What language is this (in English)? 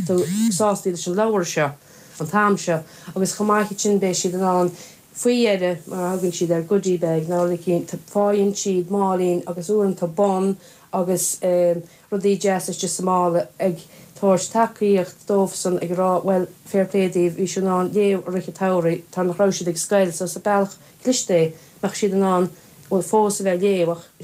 Irish